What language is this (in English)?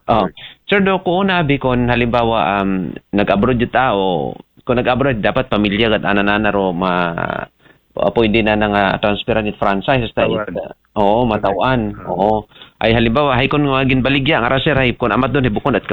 Aklanon